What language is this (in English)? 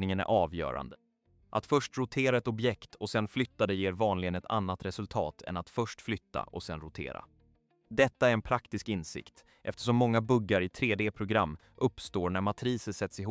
Swedish